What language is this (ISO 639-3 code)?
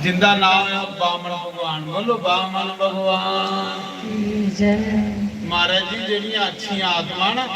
doi